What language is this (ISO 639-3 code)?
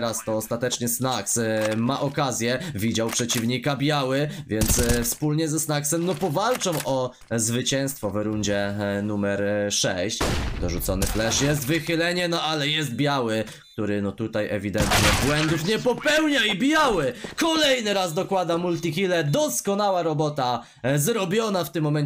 pol